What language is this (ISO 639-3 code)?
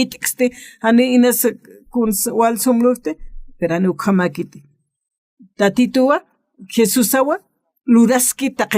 aym